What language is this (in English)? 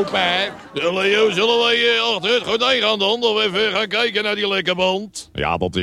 Dutch